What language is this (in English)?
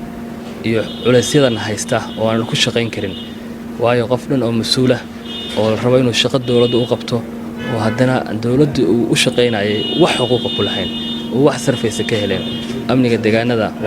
Somali